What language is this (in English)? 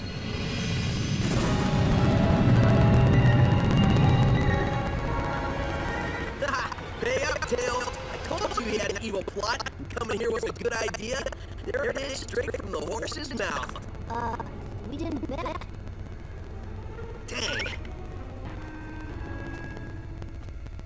English